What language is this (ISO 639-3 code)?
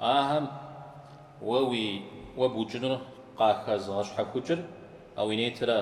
kbd